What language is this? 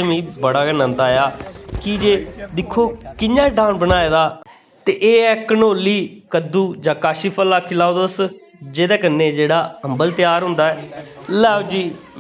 Dogri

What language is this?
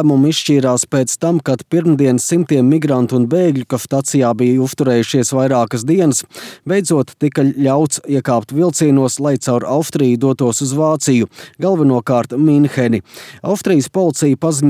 Latvian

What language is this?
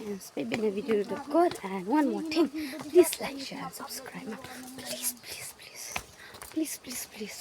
Khasi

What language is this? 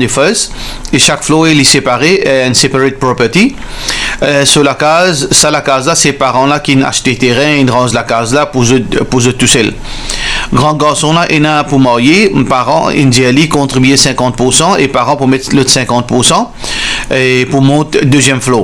Morisyen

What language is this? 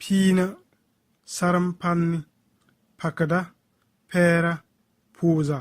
Bissa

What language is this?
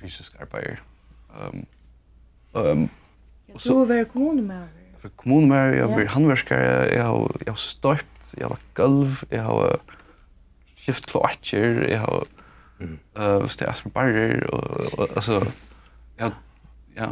Faroese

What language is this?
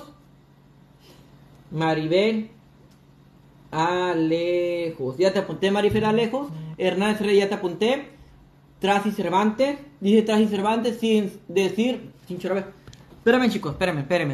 Spanish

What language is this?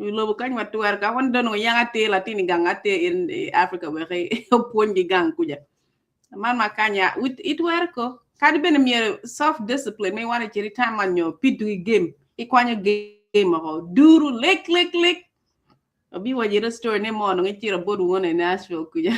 Acoli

